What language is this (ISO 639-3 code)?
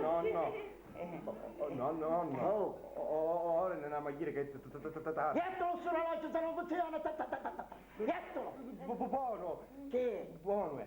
scn